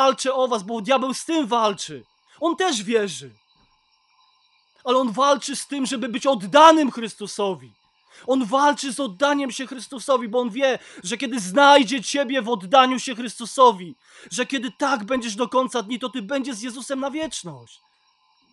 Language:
Polish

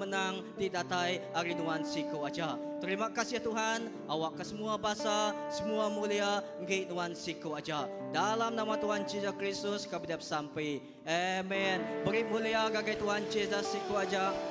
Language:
Iban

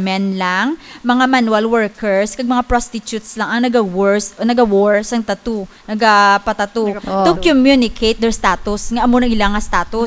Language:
Hiligaynon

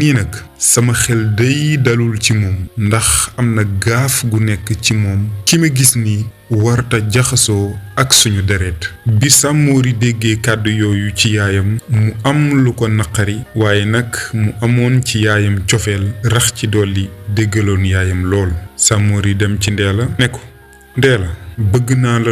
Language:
Wolof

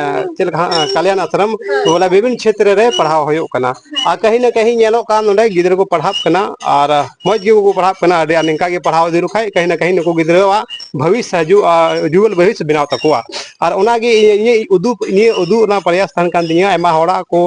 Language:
Santali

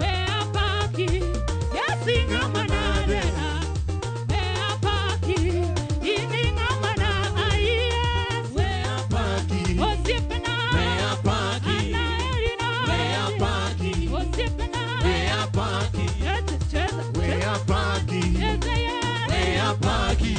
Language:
Luo (Kenya and Tanzania)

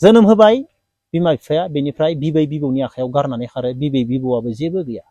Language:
Bodo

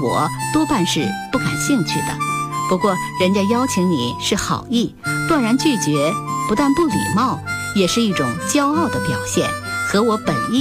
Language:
Chinese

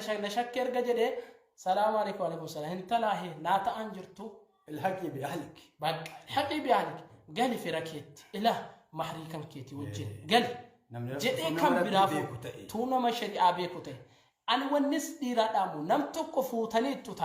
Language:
Oromo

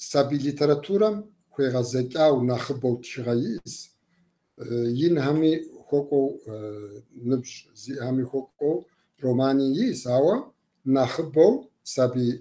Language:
Kabardian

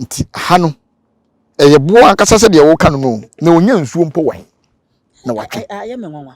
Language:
Akan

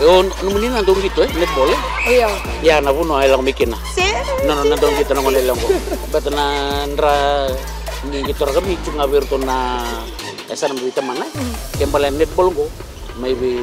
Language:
Fijian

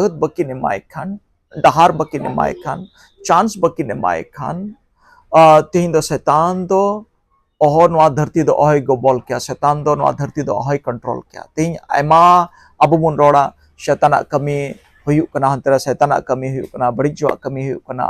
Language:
Santali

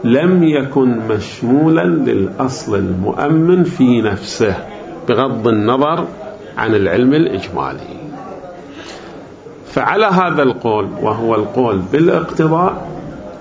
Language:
Arabic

